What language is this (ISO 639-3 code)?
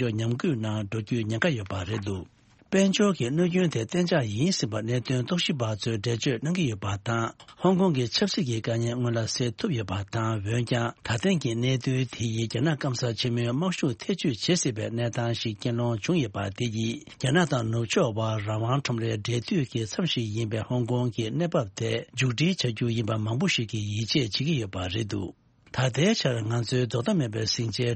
bod